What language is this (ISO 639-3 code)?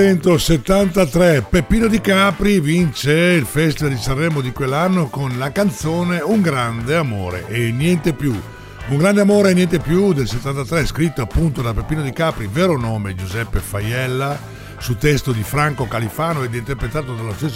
ita